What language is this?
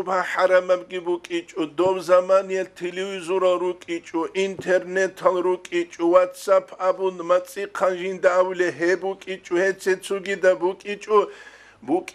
Avaric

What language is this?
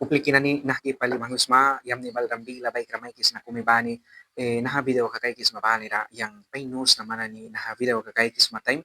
Mískito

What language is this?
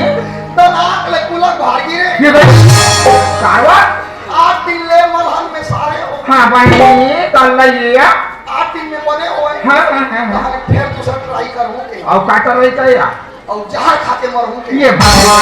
Chhattisgarhi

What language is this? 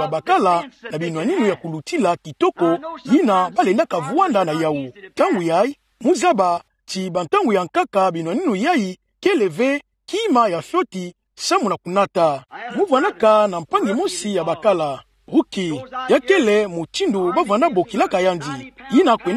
Kituba (Democratic Republic of Congo)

